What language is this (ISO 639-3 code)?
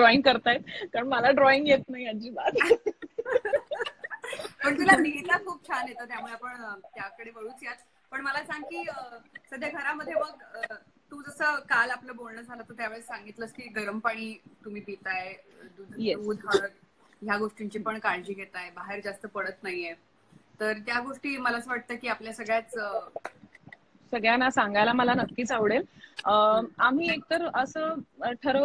mar